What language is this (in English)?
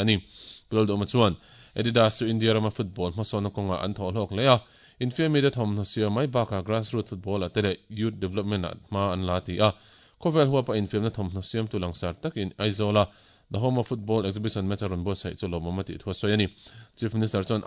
Mizo